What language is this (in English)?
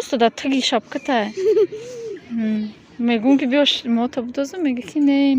Tajik